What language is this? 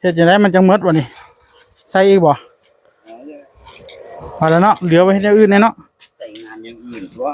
Northeastern Thai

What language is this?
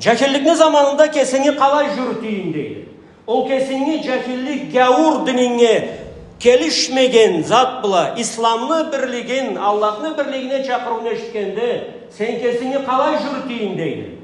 Karachay-Balkar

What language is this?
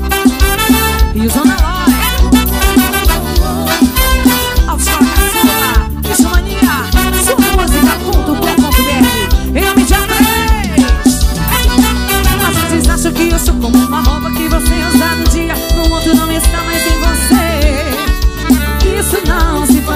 Portuguese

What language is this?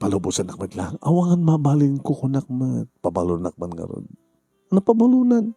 Iloko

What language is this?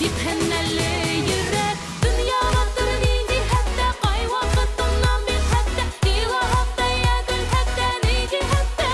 Bashkir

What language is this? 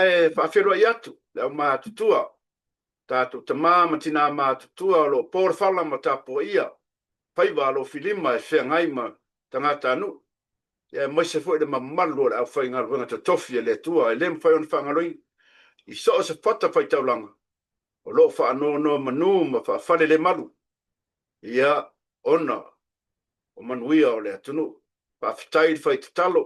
Samoan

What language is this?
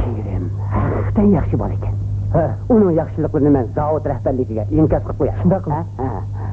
Uyghur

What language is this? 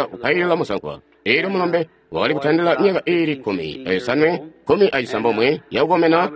Tonga (Zambia)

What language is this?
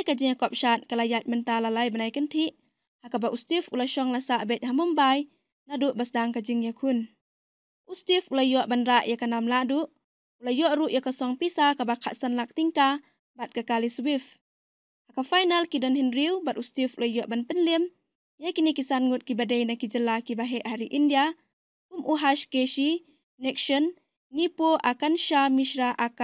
Khasi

